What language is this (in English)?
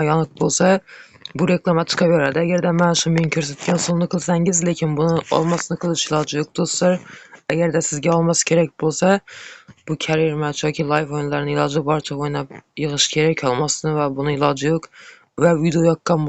Uzbek